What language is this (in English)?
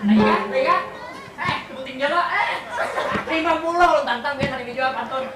Banjar